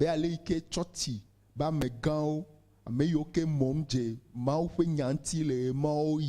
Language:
Ewe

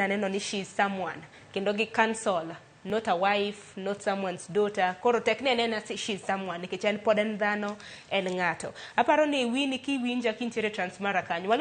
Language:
Luo (Kenya and Tanzania)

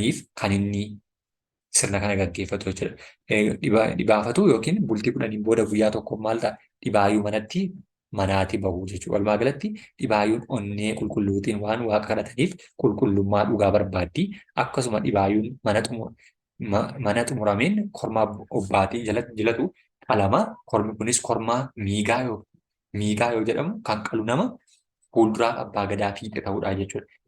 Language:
Oromo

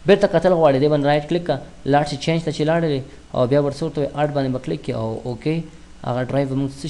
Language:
Pashto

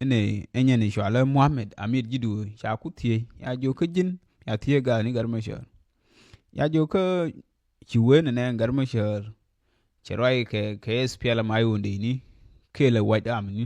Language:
Nuer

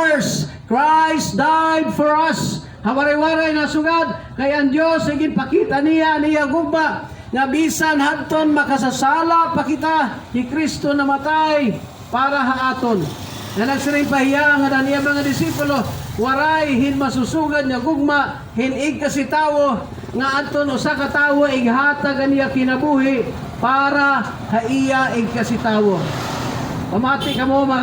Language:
Waray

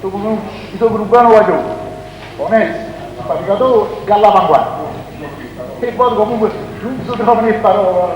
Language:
Neapolitan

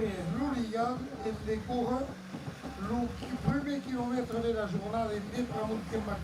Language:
Occitan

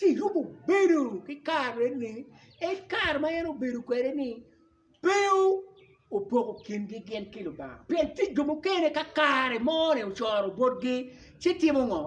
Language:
Acoli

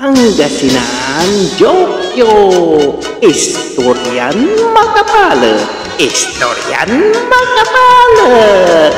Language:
Pangasinan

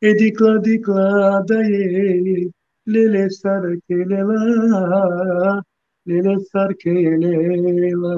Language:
Balkan Romani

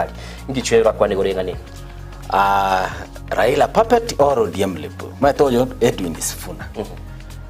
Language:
Gusii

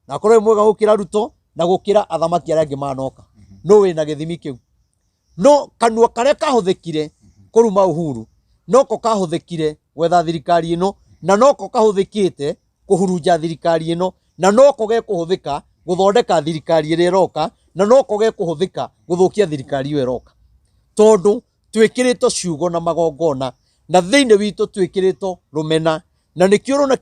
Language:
Kikuyu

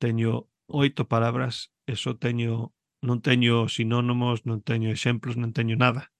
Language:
Galician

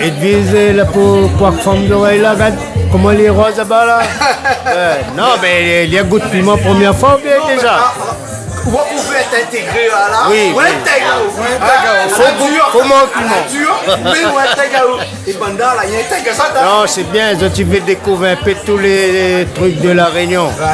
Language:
Réunion Creole French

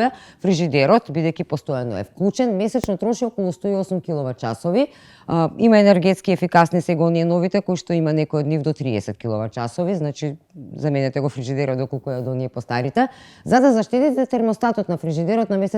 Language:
Macedonian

